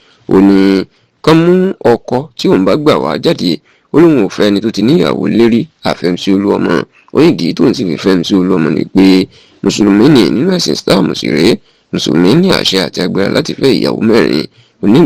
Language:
Yoruba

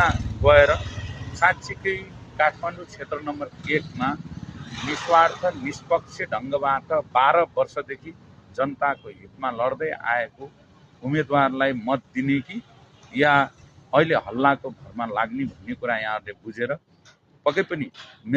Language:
Nepali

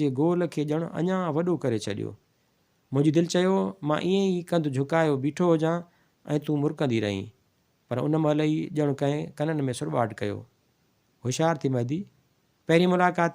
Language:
Sindhi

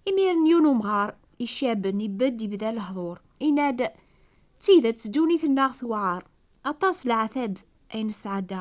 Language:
Kabyle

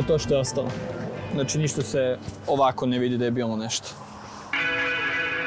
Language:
Croatian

